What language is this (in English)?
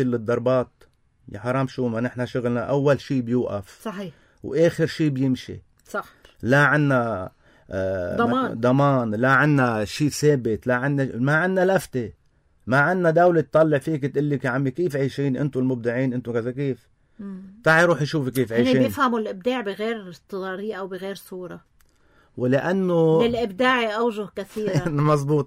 North Levantine Arabic